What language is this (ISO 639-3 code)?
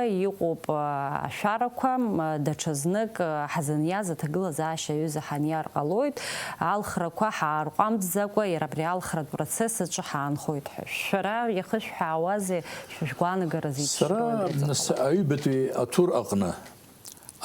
abk